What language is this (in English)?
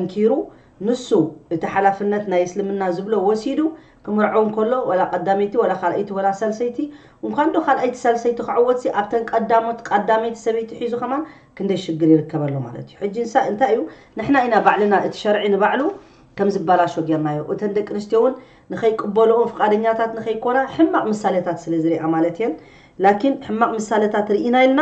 Tigrinya